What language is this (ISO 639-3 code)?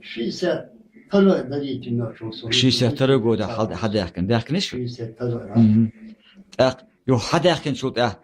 che